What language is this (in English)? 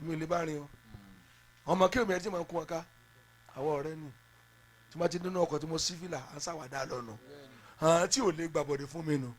Yoruba